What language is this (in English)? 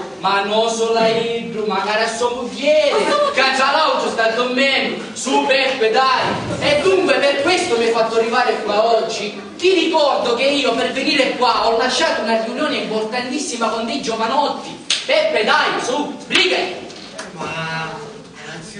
Sicilian